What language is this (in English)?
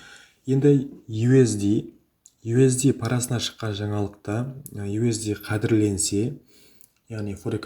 Kara-Kalpak